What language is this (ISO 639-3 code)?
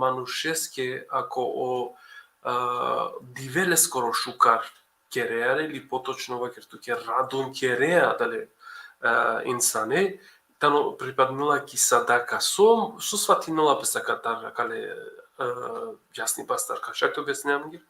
rmn